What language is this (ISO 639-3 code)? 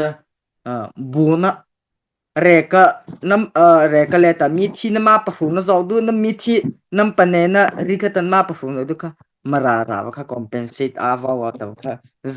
mrh